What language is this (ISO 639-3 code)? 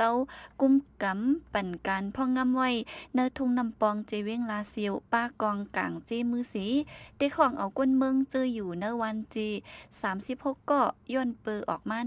shn